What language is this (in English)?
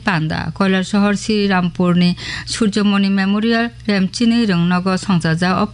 Kok Borok